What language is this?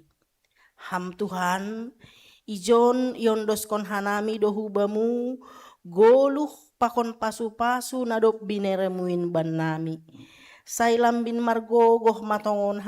Batak Simalungun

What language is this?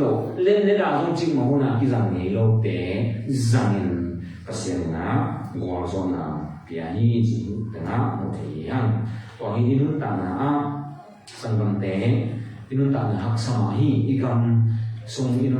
Tedim Chin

